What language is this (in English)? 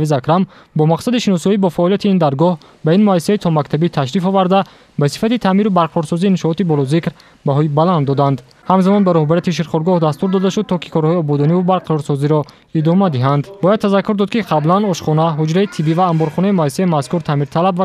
Tajik